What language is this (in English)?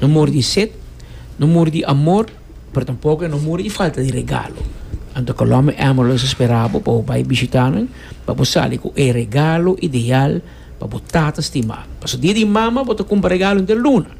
Papiamento